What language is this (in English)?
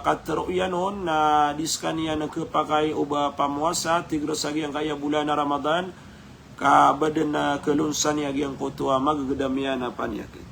Maranao